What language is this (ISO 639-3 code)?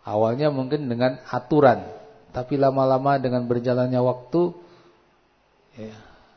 ind